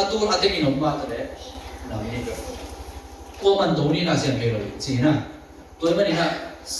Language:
Tedim Chin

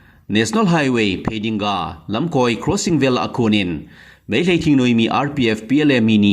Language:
Thado Chin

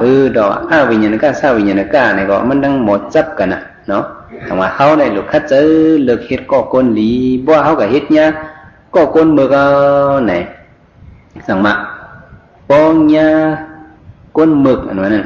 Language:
Shan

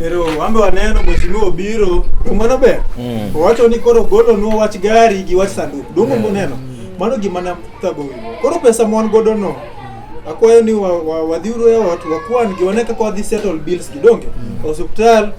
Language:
Luo (Kenya and Tanzania)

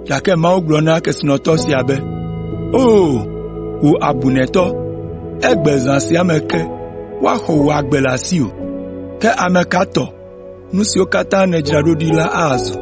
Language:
Ewe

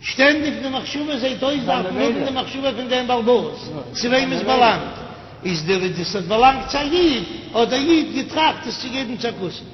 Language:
Yiddish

